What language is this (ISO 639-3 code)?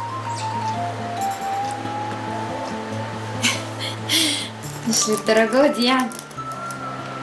arz